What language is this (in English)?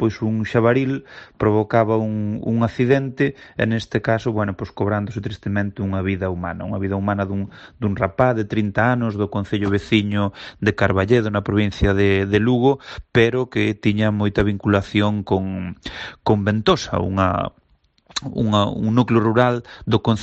Galician